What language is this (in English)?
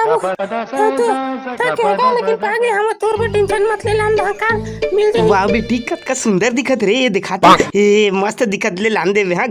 Chhattisgarhi